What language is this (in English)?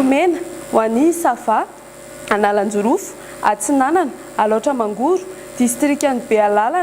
Malagasy